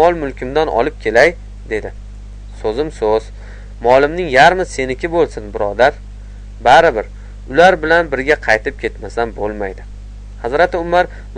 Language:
Uzbek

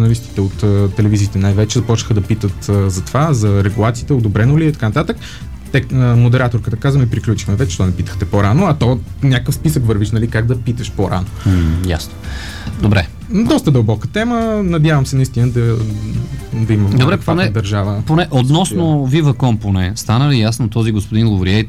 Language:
Bulgarian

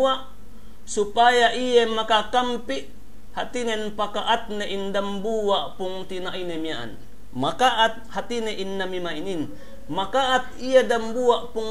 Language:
Yakan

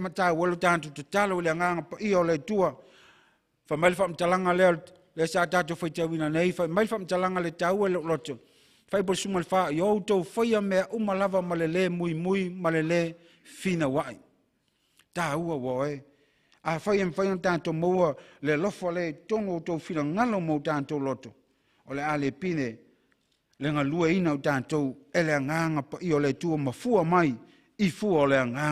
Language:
Samoan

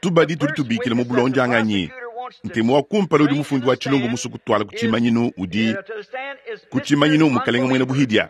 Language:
Luba-Lulua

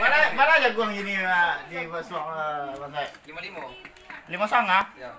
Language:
Minangkabau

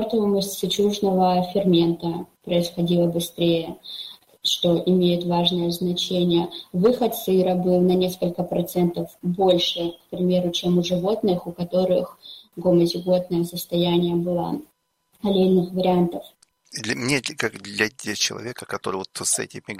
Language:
Russian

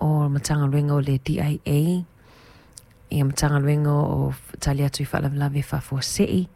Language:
Samoan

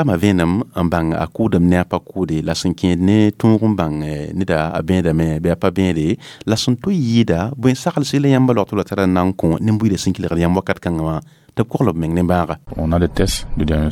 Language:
Mossi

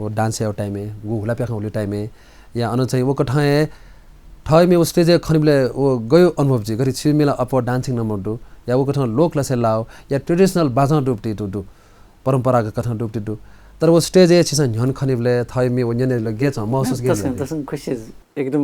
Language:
Newari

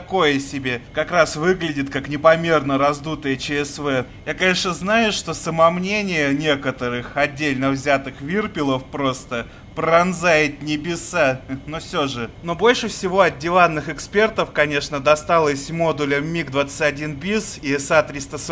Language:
Russian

